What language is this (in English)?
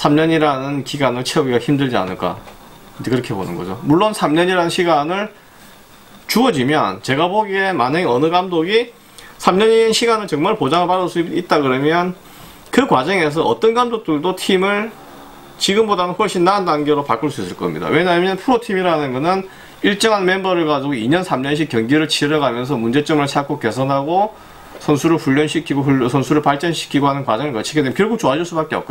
Korean